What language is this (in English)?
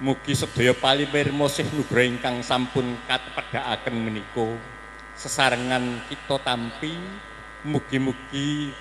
Javanese